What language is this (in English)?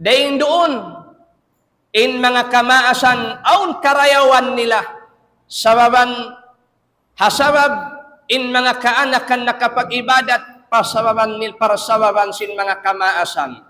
Tausug